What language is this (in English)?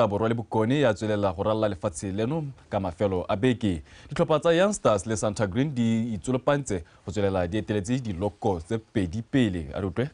Tswana